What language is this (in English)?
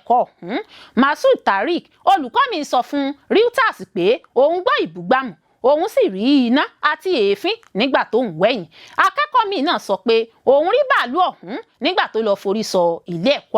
Yoruba